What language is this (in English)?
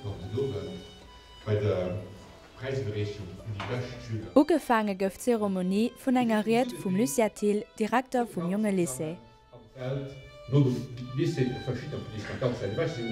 Luxembourgish